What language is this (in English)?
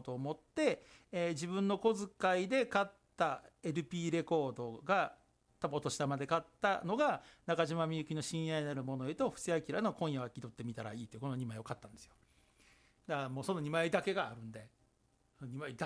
Japanese